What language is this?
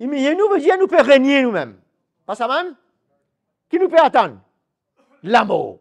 Morisyen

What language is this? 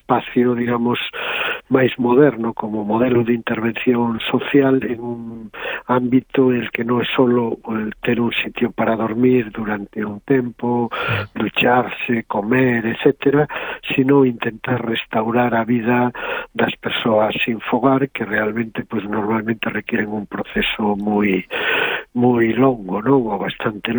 Galician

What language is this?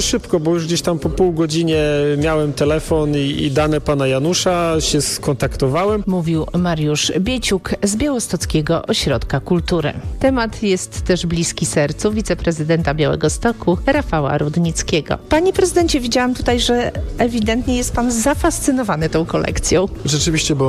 Polish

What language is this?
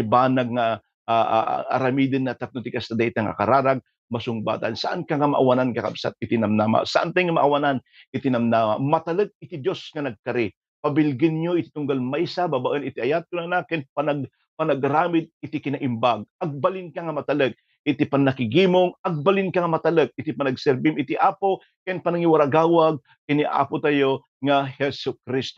Iloko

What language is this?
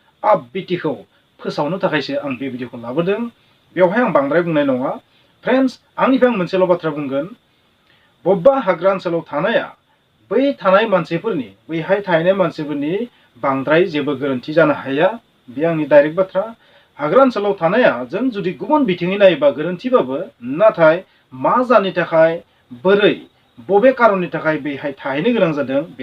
Bodo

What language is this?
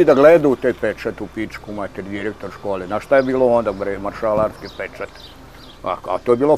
Serbian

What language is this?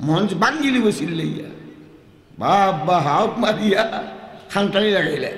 Sylheti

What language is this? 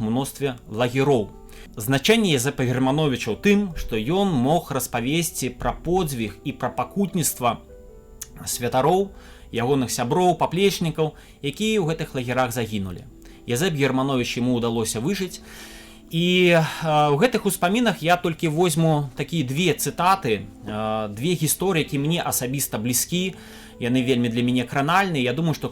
Belarusian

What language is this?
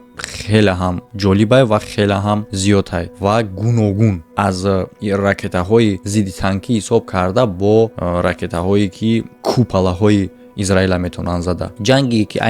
Tajik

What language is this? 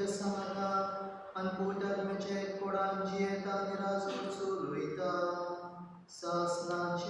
Konkani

